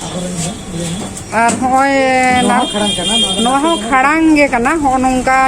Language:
Santali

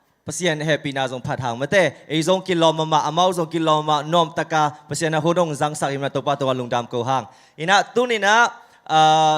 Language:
Tedim Chin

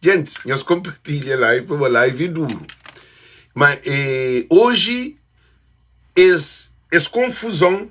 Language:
Kabuverdianu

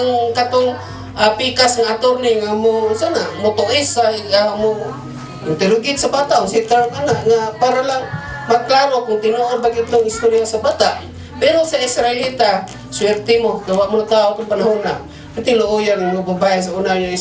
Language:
Cebuano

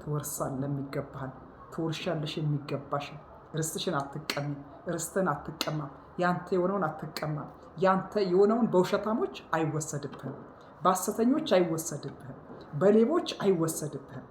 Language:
Amharic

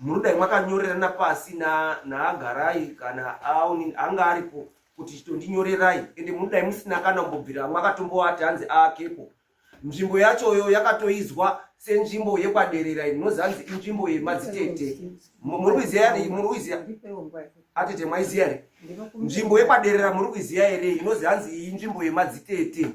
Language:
Shona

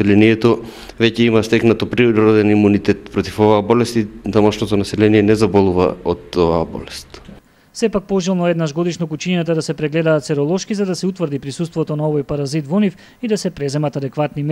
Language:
Macedonian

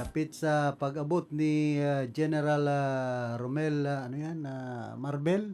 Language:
Bikol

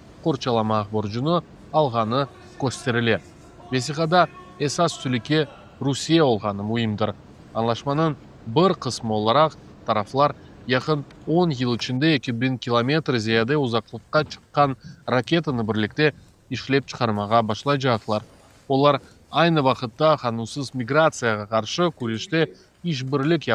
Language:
Crimean Tatar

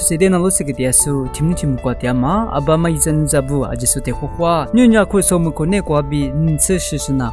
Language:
Lisu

